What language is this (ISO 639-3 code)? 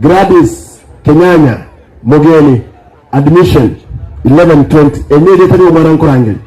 guz